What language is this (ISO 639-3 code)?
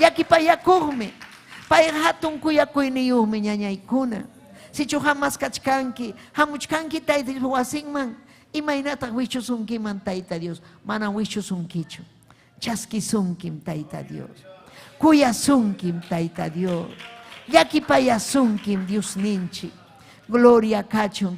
quy